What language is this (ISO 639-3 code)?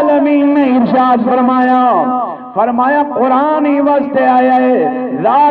skr